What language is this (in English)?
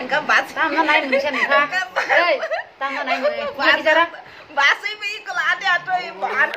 Kok Borok